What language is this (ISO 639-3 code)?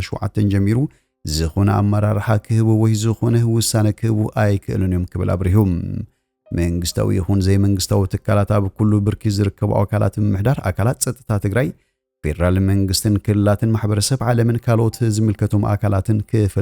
tir